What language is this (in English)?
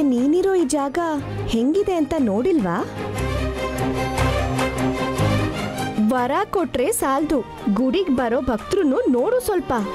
Kannada